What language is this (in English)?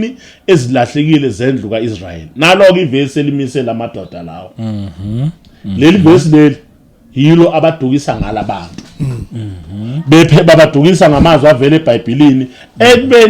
Zulu